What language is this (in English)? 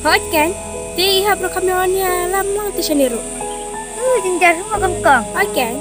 Khasi